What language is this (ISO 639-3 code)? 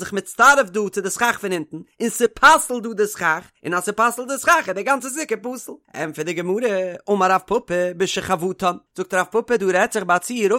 yid